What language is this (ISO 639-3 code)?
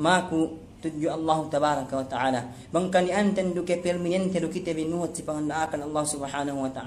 yka